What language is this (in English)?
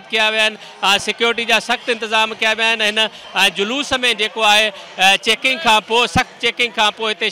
Sindhi